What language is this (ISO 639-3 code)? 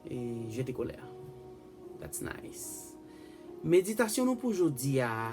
hat